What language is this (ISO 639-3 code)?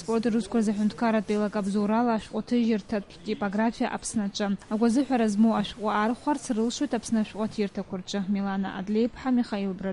abk